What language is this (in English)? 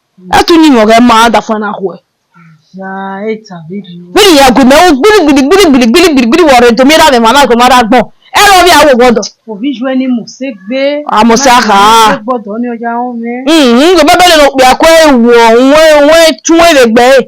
Bini